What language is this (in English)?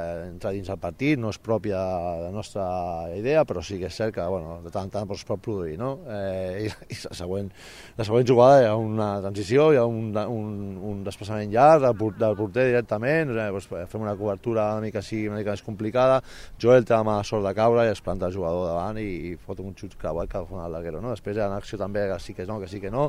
Catalan